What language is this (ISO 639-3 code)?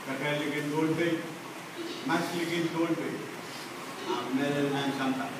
pon